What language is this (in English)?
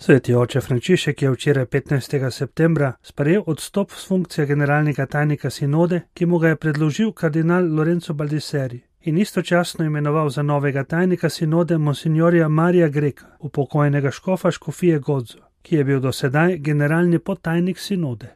Slovenian